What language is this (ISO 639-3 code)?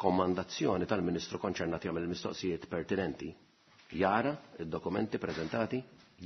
mlt